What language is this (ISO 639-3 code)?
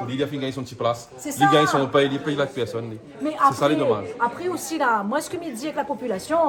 rcf